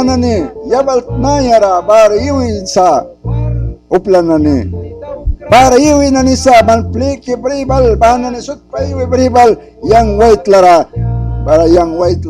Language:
Mískito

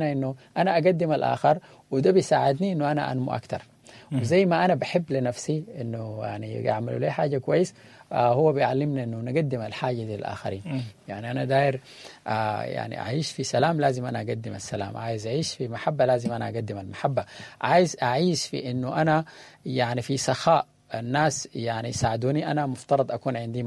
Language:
Sudanese Arabic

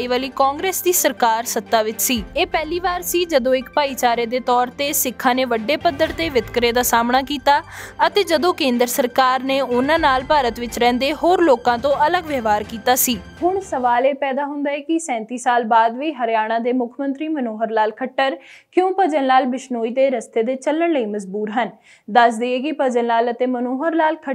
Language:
Punjabi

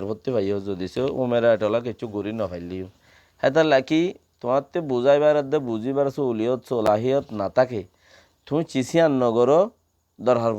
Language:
Rohingya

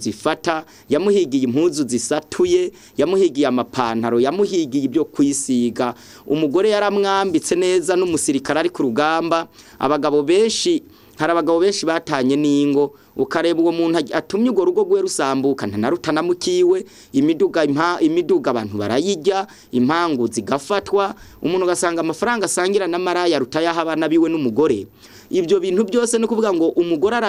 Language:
Rundi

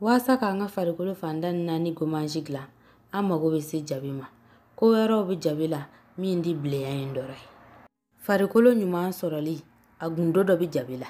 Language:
Bambara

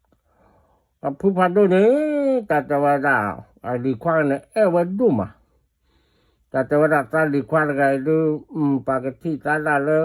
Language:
S'gaw Karen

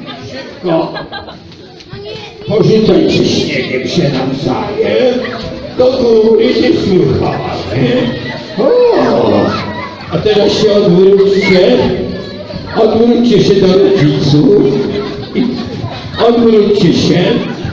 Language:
Polish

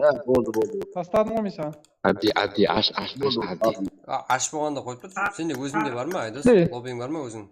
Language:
Kara-Kalpak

